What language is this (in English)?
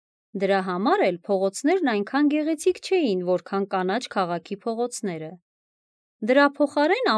Armenian